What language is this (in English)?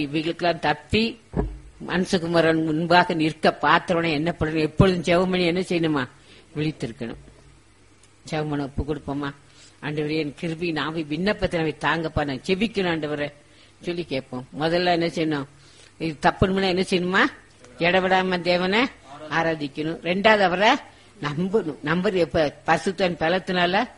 Tamil